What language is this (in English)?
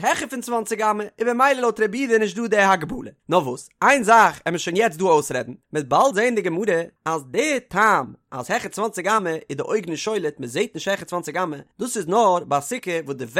Yiddish